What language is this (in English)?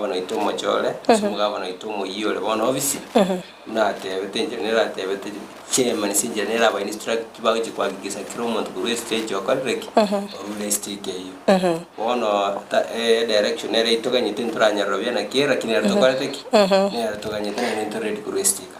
Gusii